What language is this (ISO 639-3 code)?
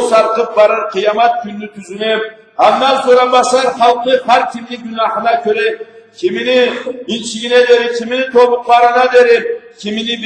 krc